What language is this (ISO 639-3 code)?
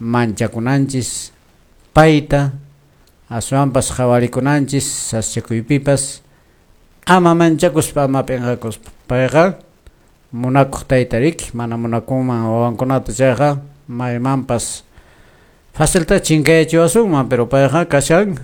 que